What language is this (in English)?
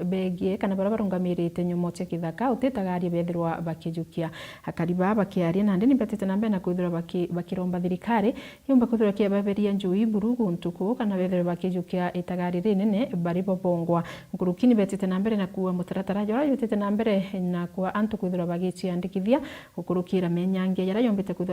Meru